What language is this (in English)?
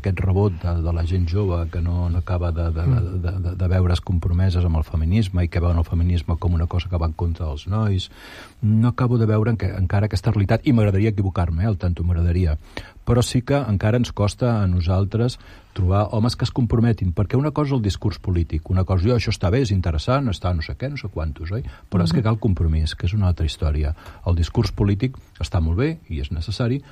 Catalan